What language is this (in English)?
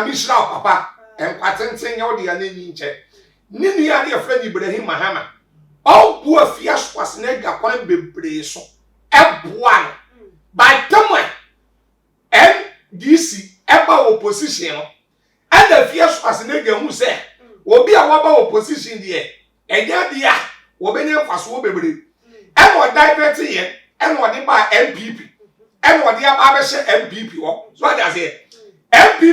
Akan